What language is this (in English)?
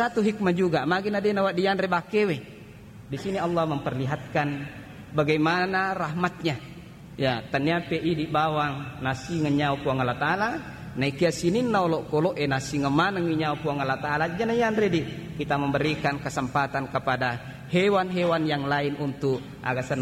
Buginese